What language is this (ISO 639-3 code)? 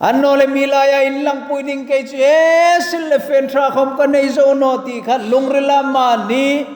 hmr